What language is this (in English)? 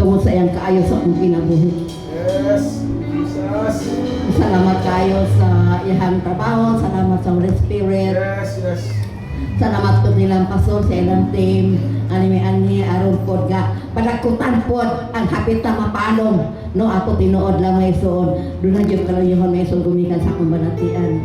Cebuano